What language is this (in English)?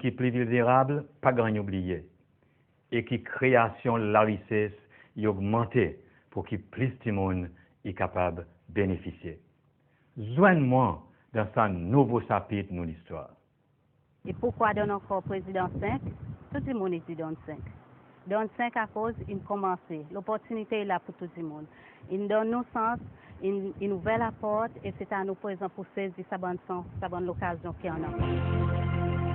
Seselwa Creole French